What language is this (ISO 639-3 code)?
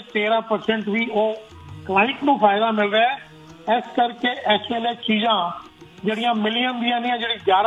pan